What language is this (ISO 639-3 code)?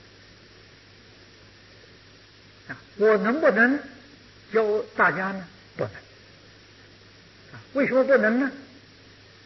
zho